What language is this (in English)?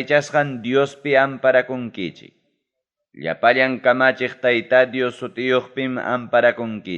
Ayacucho Quechua